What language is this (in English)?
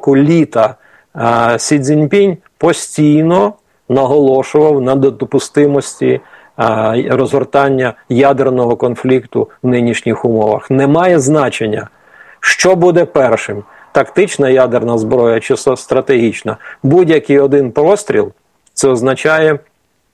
Ukrainian